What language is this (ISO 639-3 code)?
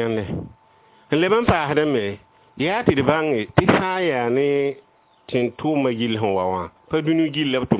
mos